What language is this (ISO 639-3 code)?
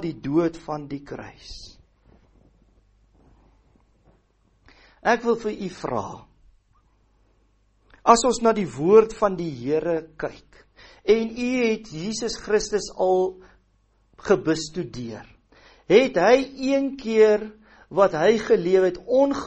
afr